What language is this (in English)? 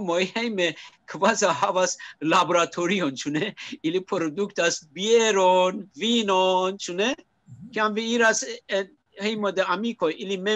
Esperanto